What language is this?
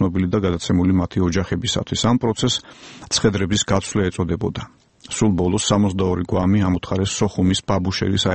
Georgian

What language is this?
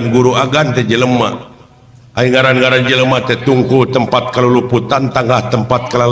Sundanese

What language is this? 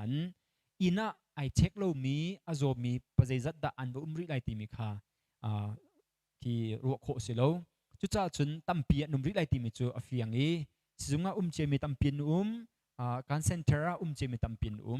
Hakha Chin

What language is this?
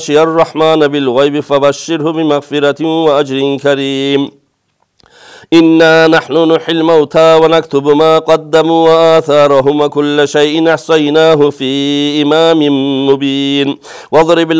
Arabic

